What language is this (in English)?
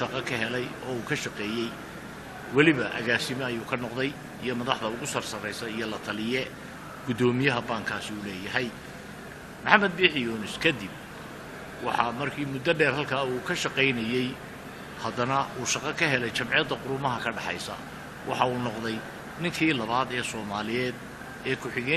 Somali